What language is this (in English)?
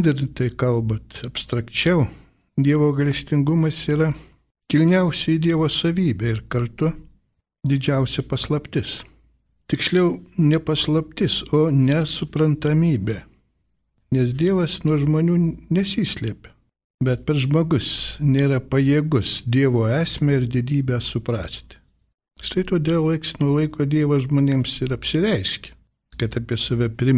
Lithuanian